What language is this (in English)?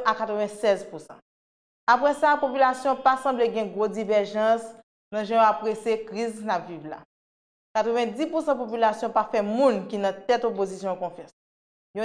Haitian Creole